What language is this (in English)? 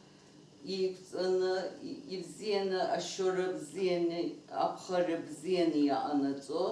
Abkhazian